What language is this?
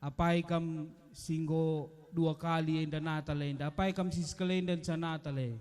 Batak Karo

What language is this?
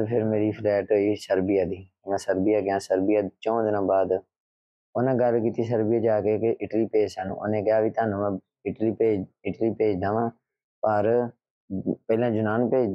Punjabi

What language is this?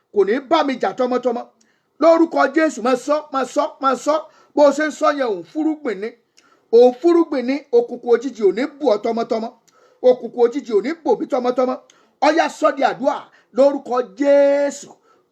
Yoruba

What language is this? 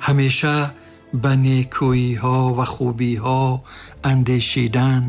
Tajik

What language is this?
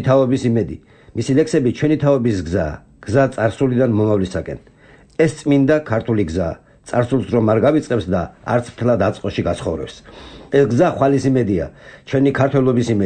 Georgian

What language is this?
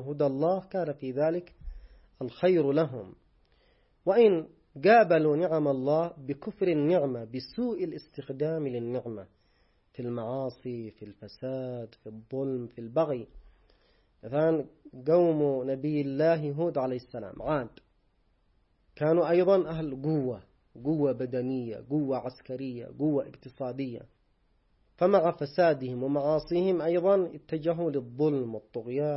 Arabic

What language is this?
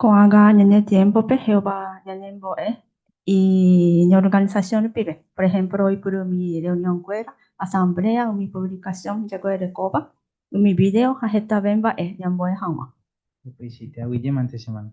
Guarani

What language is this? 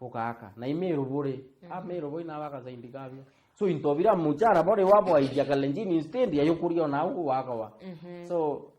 Meru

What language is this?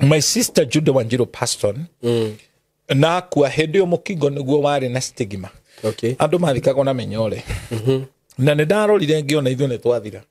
Kikuyu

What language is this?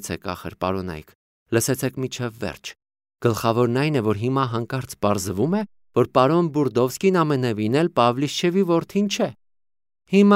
Armenian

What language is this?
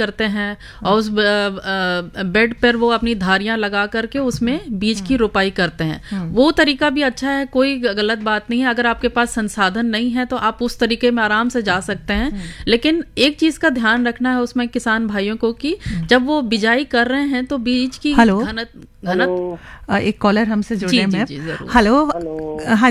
Hindi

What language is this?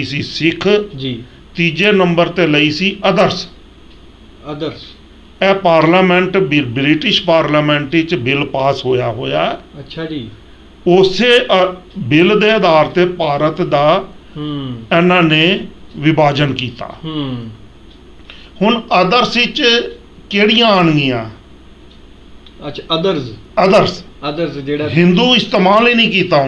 Punjabi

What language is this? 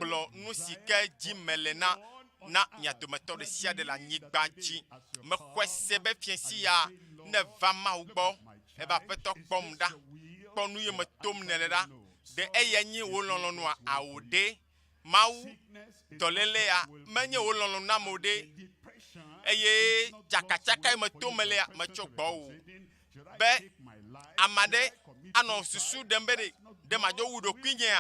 Ewe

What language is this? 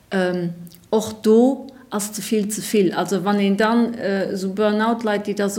Luxembourgish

